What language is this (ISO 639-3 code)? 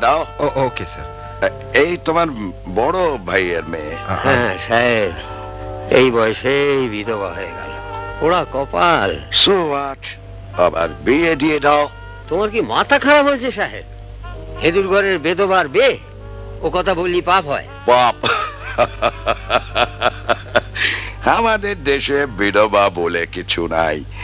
ben